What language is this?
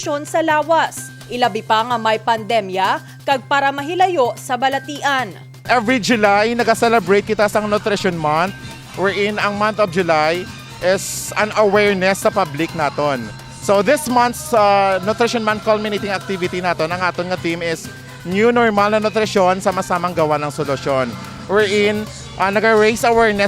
Hiligaynon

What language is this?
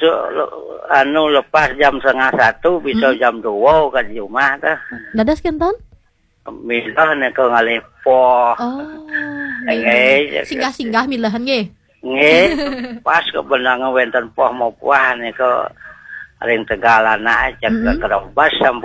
Balinese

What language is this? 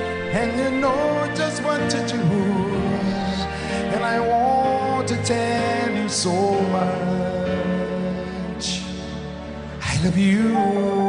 English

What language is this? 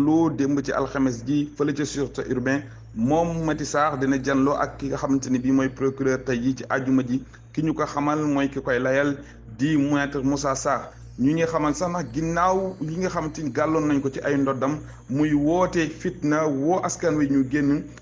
Wolof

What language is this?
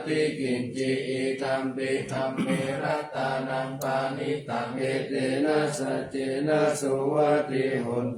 Pali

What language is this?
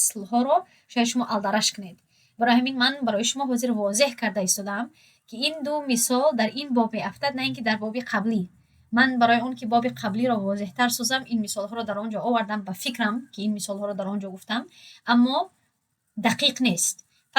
Tajik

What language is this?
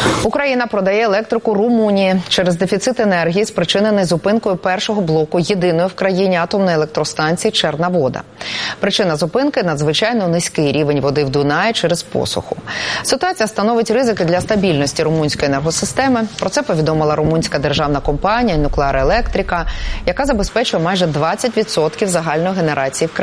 Ukrainian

